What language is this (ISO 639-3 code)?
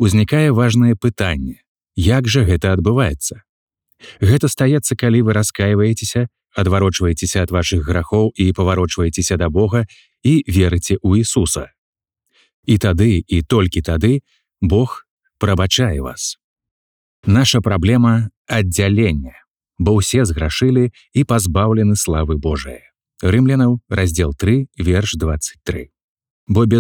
bel